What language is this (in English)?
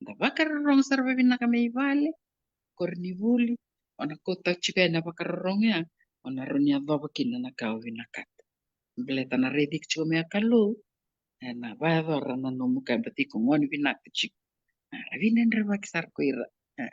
Fijian